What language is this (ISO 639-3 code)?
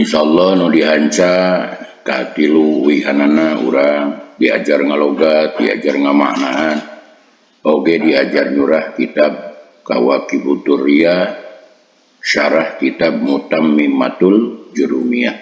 sun